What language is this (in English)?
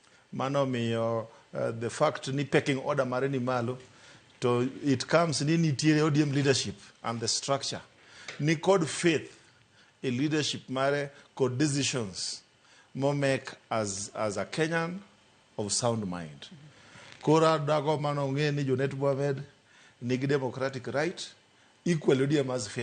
Luo (Kenya and Tanzania)